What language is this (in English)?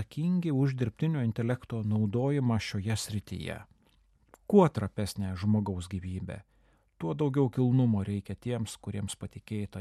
Lithuanian